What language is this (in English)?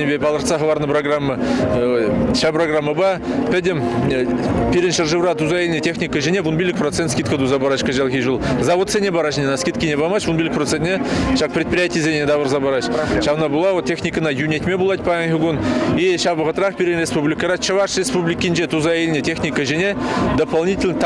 Chuvash